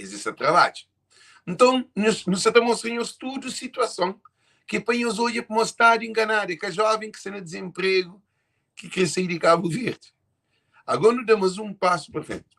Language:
Kabuverdianu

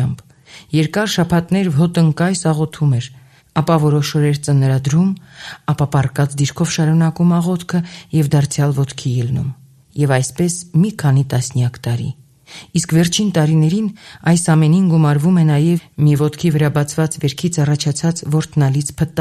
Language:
Armenian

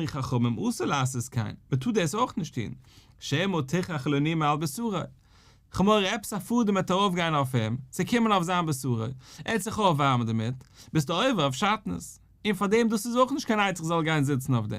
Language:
Yiddish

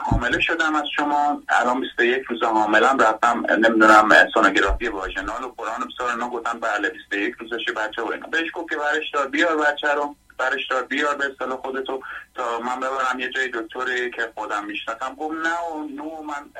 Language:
Persian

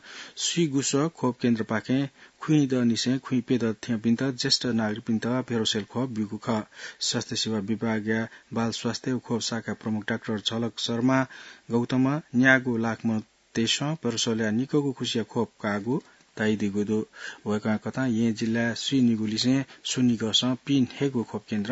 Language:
Newari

